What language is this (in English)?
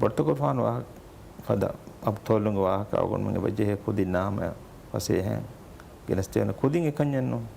Divehi